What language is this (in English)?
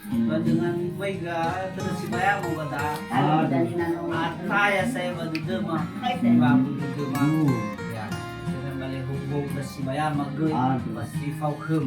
Nias